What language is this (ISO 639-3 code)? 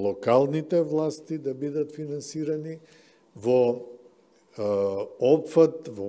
mkd